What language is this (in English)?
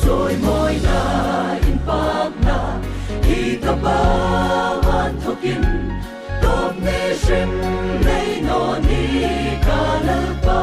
Hmar